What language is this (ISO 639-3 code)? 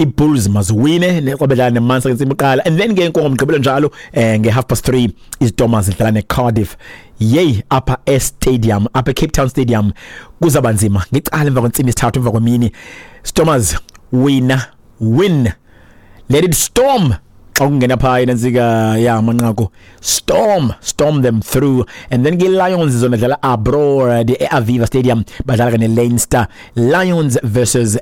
xho